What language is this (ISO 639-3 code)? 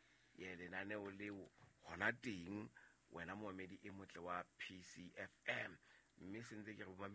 sot